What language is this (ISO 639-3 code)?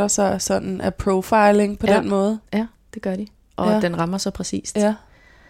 dan